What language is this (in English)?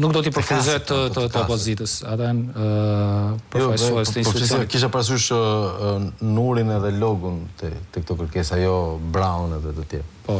Albanian